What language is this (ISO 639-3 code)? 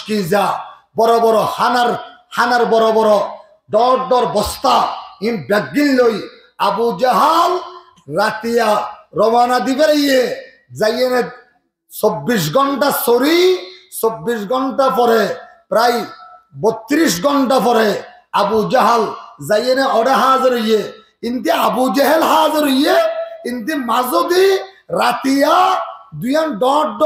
rhg